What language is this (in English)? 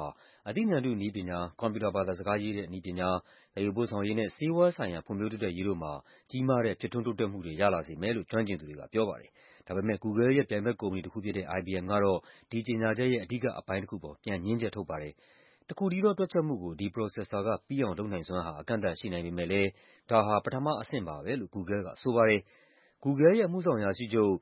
Burmese